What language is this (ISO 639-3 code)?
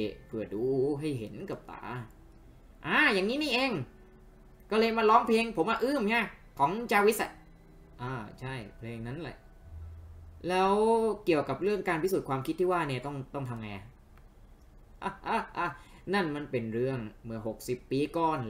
tha